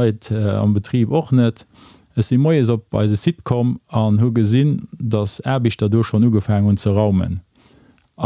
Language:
Luxembourgish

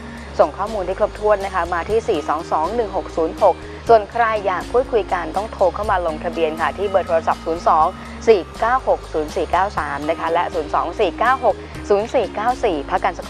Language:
Thai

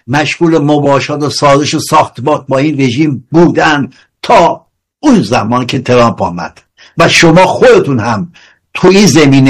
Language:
Persian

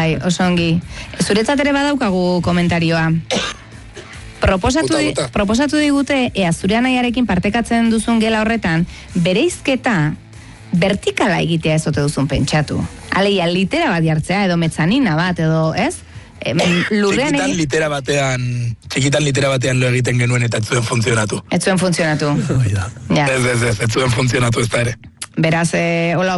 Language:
Basque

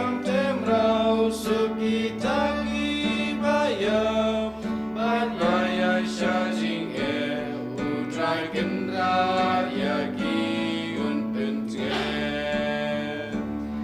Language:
Khasi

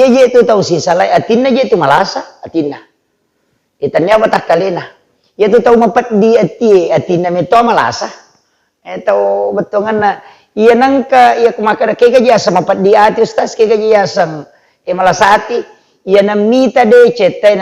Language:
Buginese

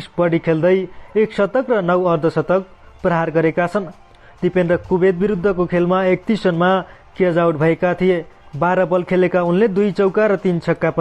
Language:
Nepali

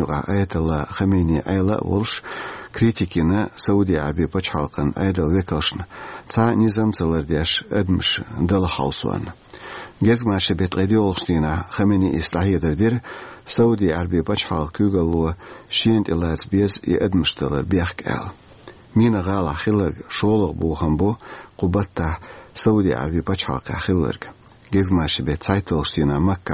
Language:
Chechen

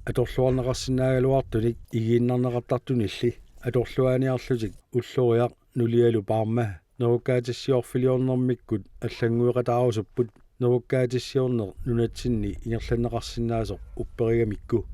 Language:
Kalaallisut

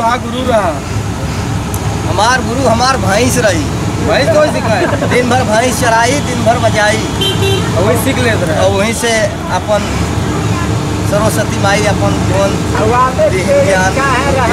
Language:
Bhojpuri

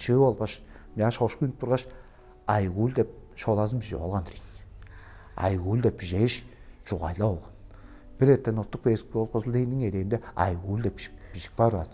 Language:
Tuvinian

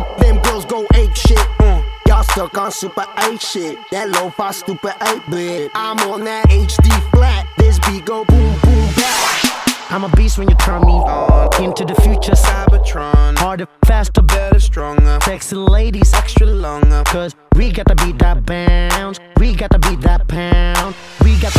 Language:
English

